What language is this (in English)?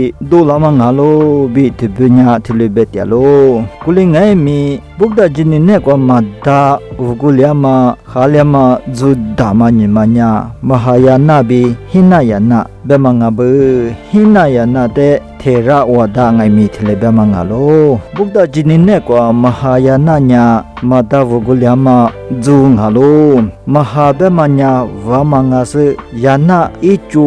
Lisu